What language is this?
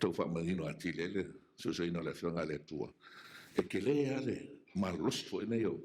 Samoan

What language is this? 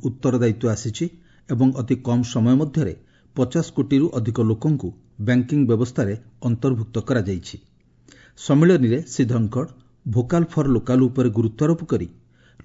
Odia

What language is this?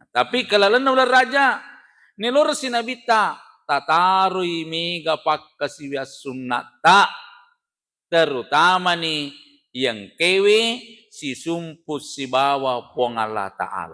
Buginese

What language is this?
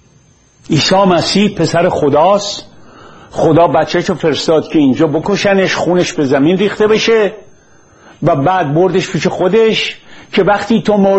Persian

